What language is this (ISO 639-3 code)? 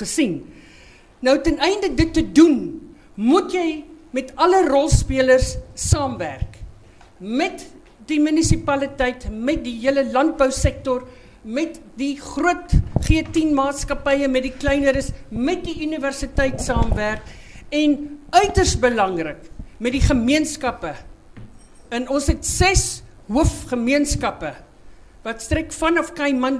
afr